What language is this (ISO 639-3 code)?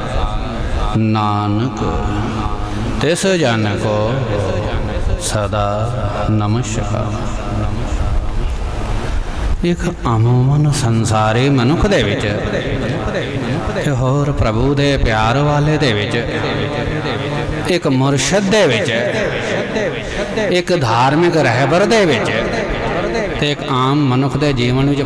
pan